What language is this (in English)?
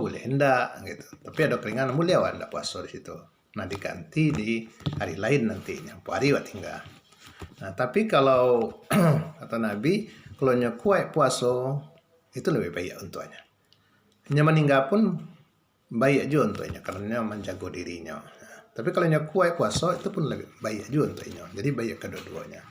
Minangkabau